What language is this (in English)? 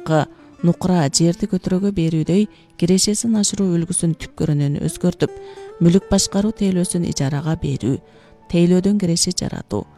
Kyrgyz